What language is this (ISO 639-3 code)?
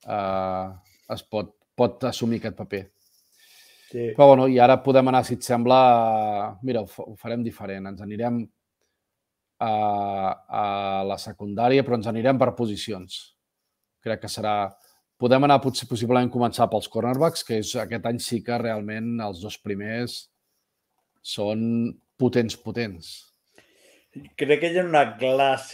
cat